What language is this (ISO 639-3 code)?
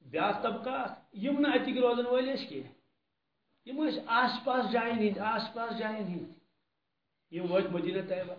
kas